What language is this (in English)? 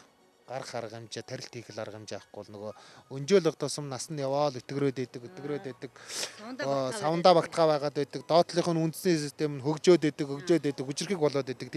Mongolian